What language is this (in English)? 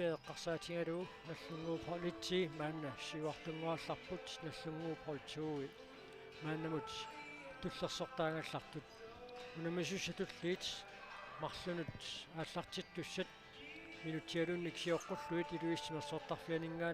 Kalaallisut